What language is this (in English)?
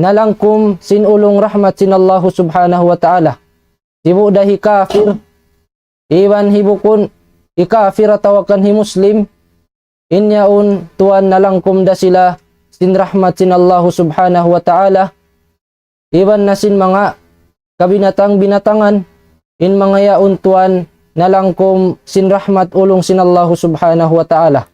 Tausug